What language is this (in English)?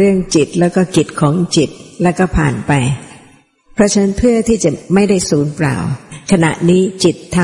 Thai